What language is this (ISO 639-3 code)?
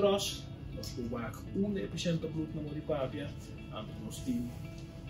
pap